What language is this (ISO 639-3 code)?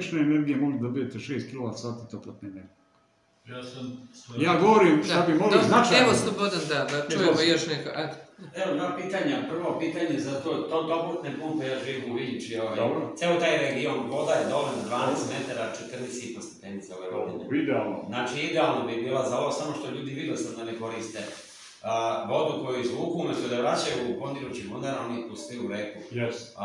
srp